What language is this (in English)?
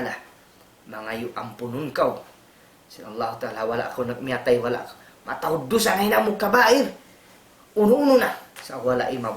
Tausug